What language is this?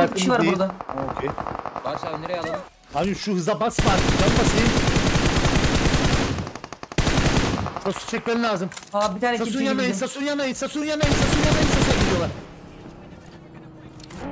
Turkish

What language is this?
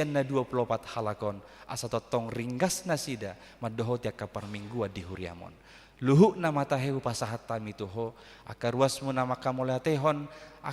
Batak Toba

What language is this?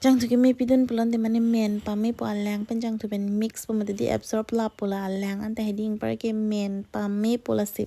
Karbi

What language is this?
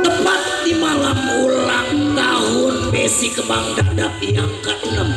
Betawi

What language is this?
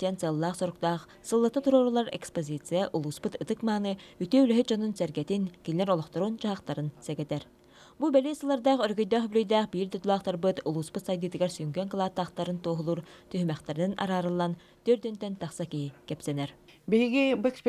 Yakut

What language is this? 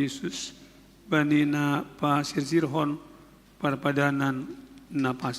Batak Simalungun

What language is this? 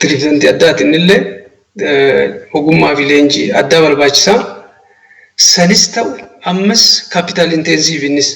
Oromo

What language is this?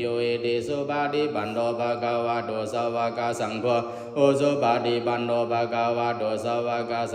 Pali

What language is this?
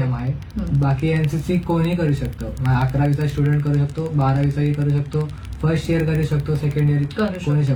Marathi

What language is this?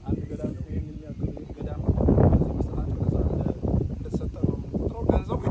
Amharic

